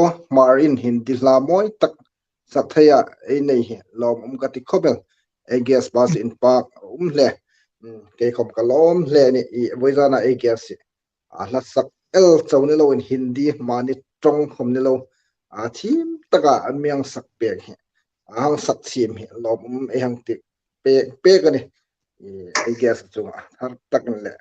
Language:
Hmar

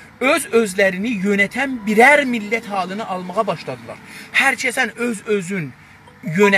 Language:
South Azerbaijani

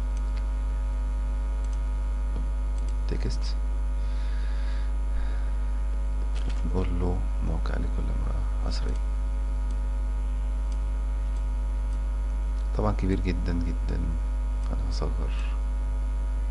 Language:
Egyptian Arabic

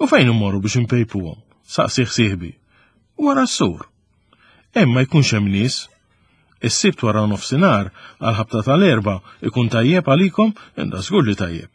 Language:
Maltese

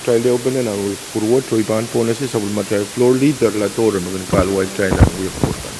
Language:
Pohnpeian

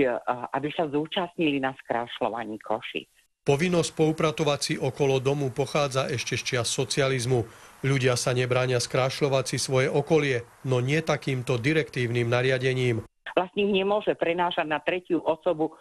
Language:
Slovak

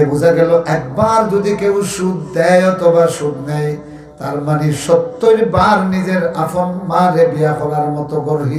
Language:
Sylheti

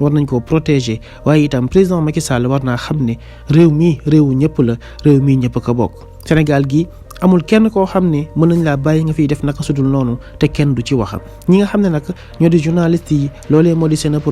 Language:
Wolof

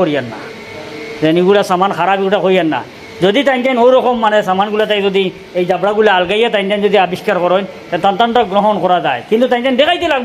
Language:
Sylheti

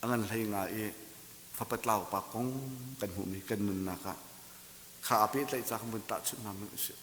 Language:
Hakha Chin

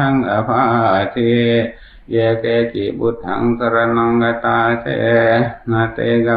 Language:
Pali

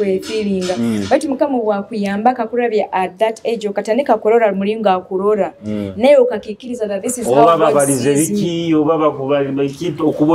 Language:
Nyoro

